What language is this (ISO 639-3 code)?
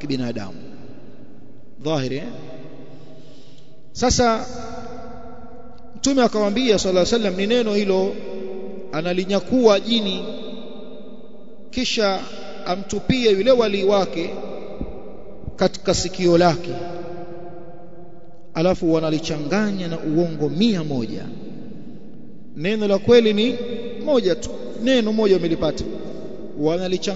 swa